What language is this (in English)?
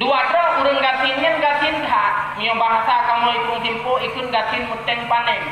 Achinese